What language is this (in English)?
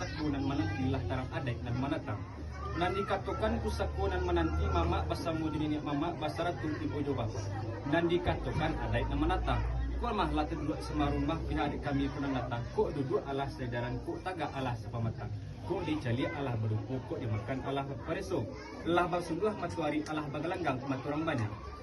Minangkabau